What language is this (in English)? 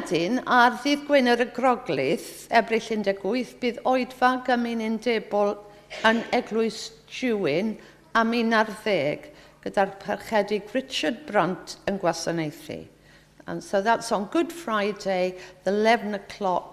Welsh